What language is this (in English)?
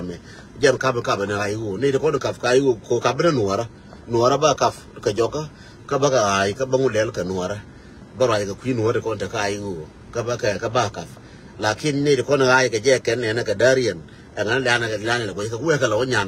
Nuer